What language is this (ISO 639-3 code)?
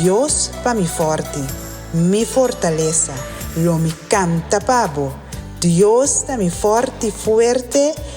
pap